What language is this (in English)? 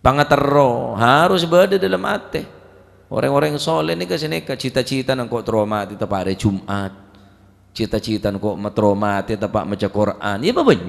Madurese